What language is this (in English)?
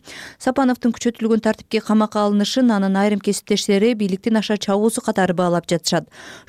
Kyrgyz